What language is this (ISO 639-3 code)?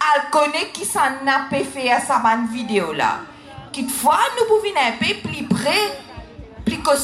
mfe